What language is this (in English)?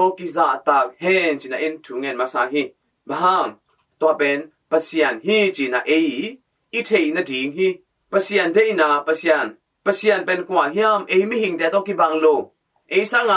Tedim Chin